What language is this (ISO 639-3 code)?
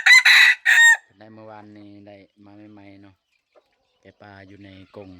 lao